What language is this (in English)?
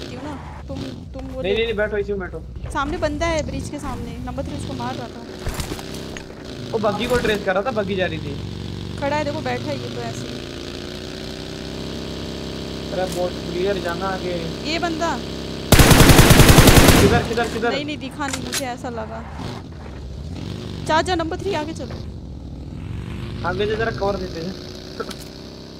Hindi